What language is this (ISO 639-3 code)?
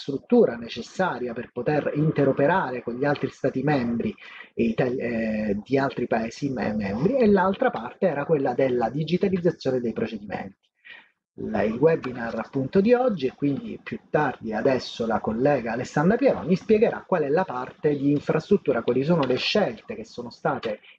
ita